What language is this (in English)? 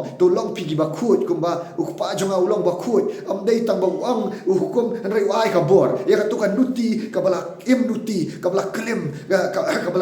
Khasi